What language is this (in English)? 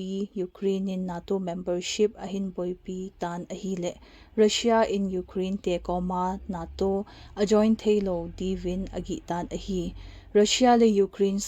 Thado Chin